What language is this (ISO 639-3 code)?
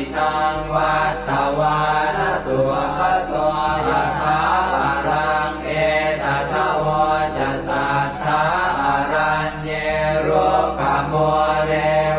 pli